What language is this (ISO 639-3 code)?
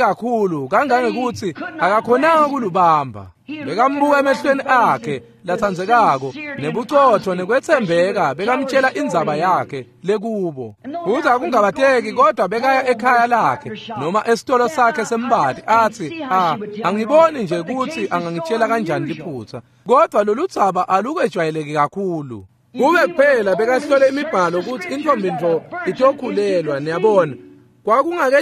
ssw